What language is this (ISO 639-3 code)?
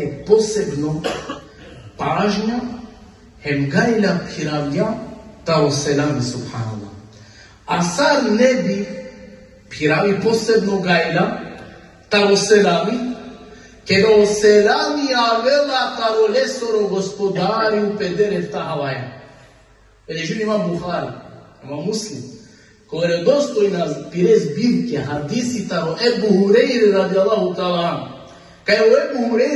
rmn